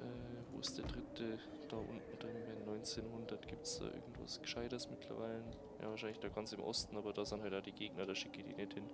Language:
Bavarian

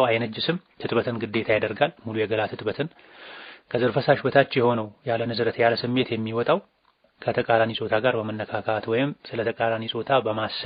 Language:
Amharic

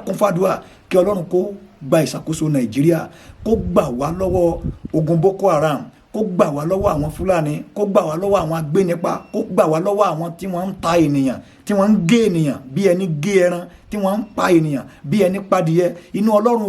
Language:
Yoruba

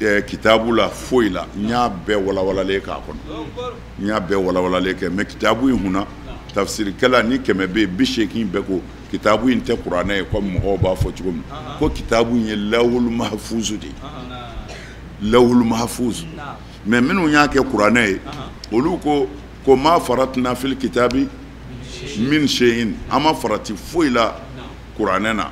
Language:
Bambara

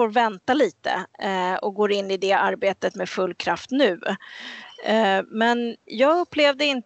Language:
Swedish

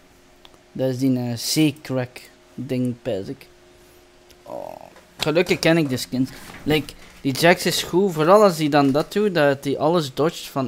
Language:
Dutch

